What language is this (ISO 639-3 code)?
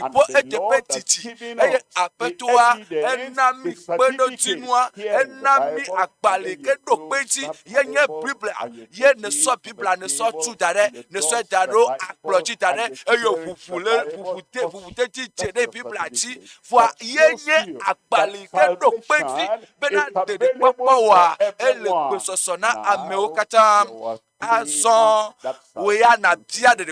ewe